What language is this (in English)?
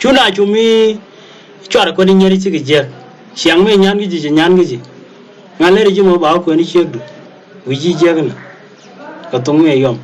Nuer